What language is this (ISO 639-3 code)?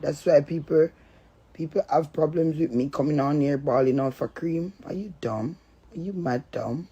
jam